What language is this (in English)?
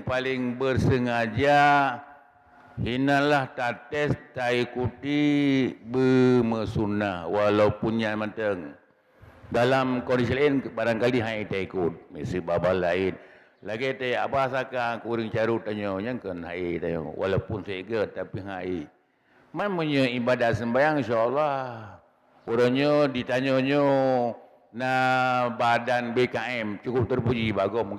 Achinese